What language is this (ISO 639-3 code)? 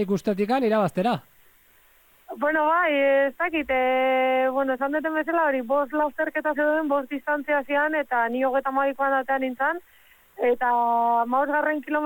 eus